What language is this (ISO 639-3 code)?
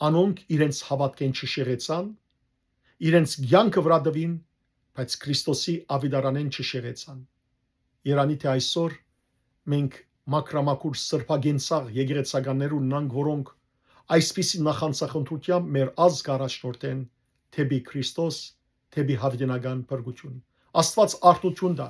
hyw